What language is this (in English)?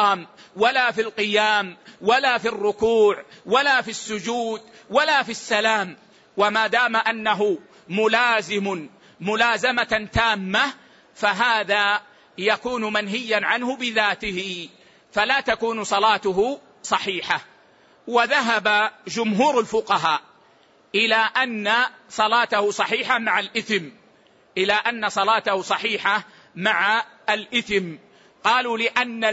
Arabic